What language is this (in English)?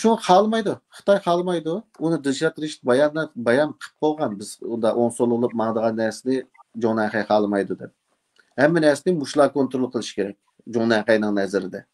Uyghur